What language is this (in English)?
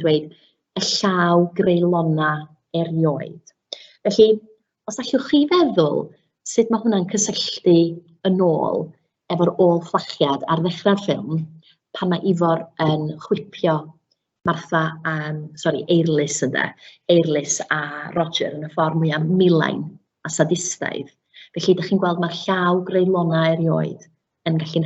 Welsh